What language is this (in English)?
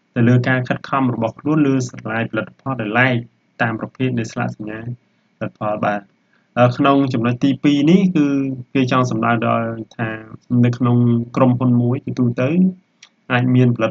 Khmer